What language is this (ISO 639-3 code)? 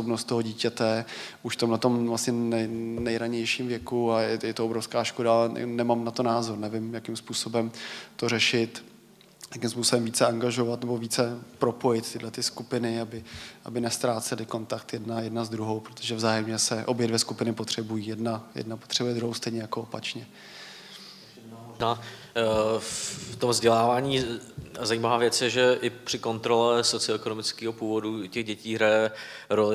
ces